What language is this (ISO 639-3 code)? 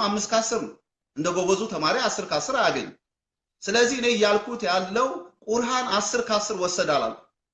amh